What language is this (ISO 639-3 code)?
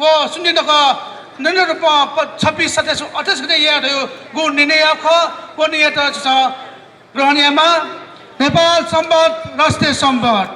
new